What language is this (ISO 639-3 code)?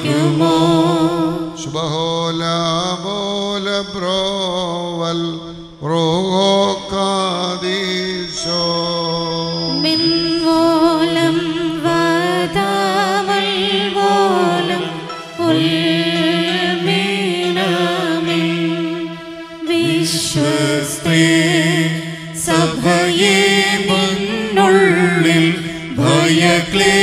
mal